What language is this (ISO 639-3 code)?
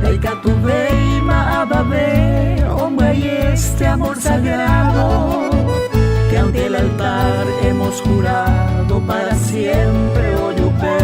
grn